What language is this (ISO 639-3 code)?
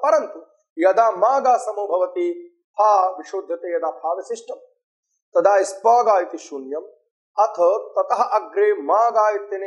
san